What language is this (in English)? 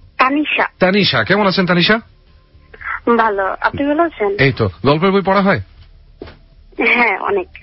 Bangla